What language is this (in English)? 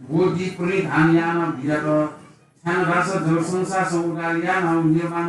Newari